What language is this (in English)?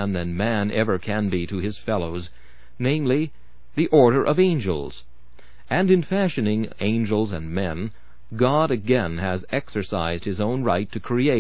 English